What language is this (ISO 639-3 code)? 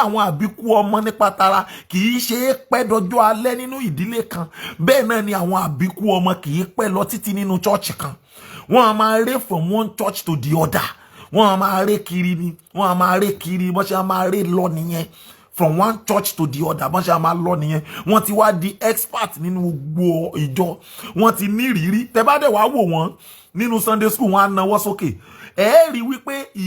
yor